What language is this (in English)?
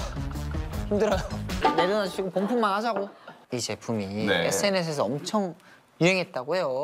Korean